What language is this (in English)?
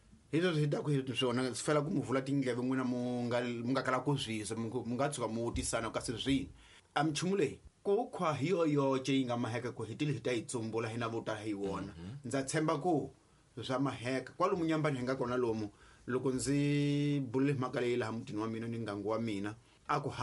Tsonga